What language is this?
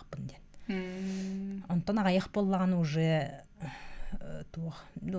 Yakut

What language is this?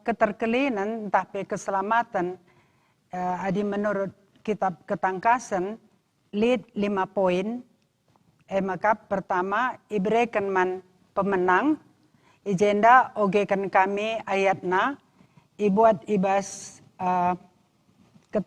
Batak Karo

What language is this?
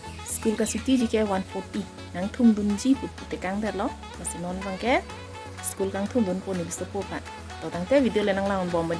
Karbi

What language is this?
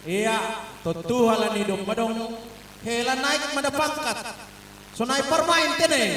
Batak Simalungun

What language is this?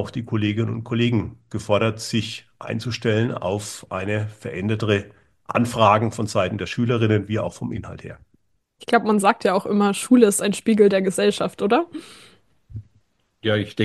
German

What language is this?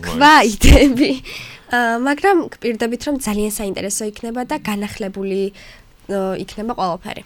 Georgian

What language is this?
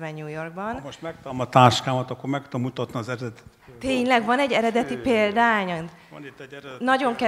Hungarian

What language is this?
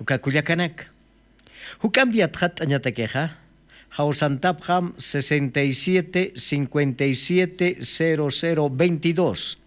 Aymara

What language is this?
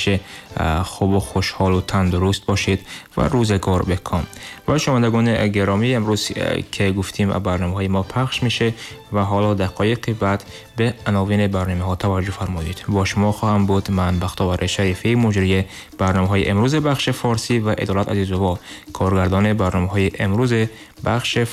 Tajik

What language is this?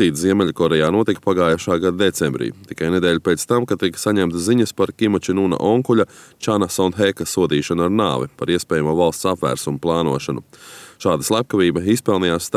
Latvian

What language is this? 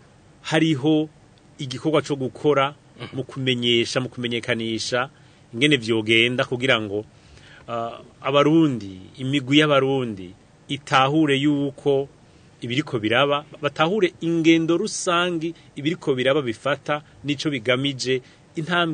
Rundi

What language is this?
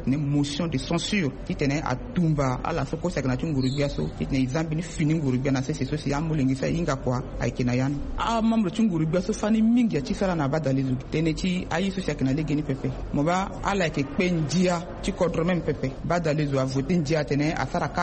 Sango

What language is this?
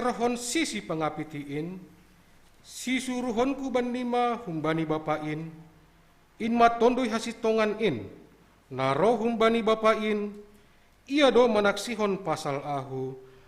Batak Simalungun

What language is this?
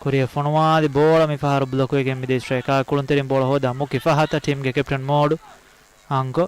Divehi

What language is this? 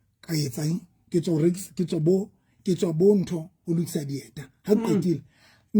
Southern Sotho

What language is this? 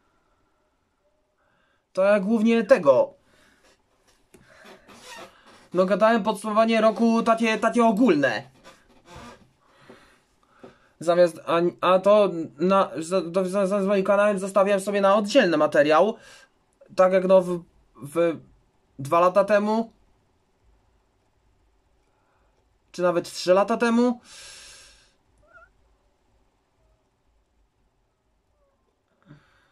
Polish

